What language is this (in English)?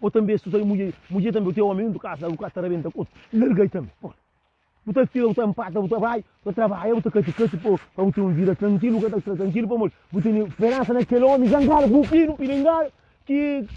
Kabuverdianu